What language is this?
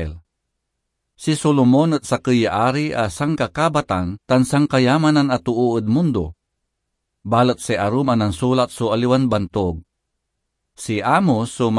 Pangasinan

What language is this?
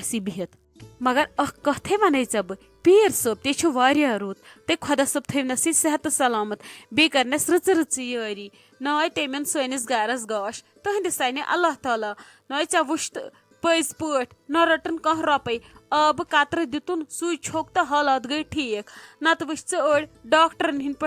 Kashmiri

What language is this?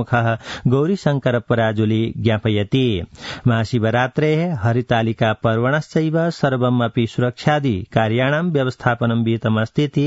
Sanskrit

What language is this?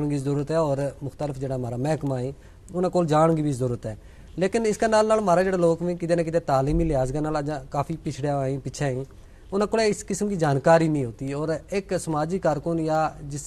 Gujari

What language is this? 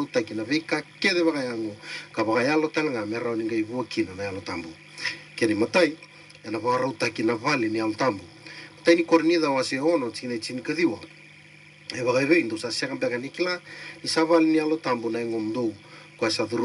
Fijian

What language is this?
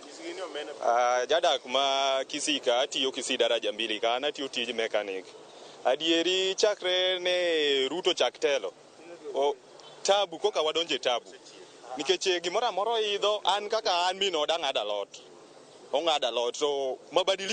Luo (Kenya and Tanzania)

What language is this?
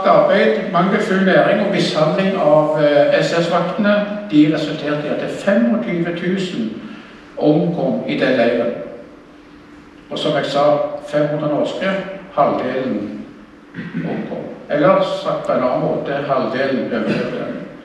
Norwegian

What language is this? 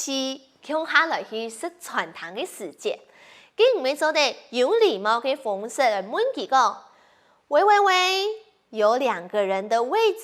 Hakka Chinese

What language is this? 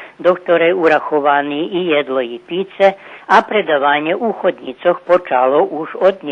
Rusyn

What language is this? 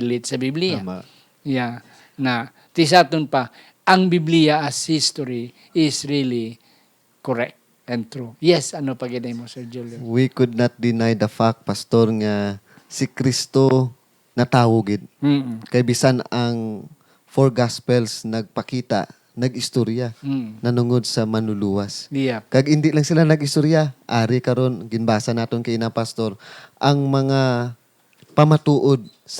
Hiligaynon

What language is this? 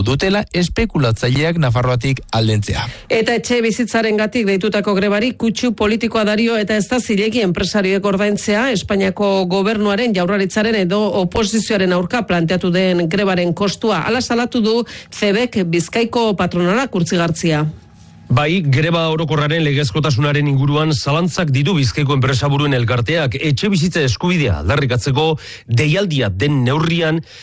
Basque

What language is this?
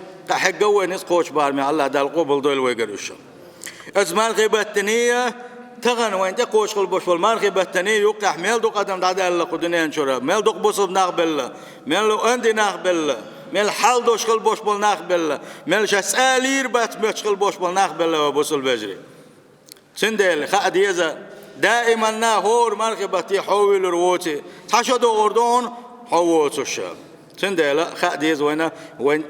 Chechen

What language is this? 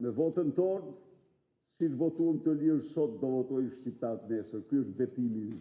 Albanian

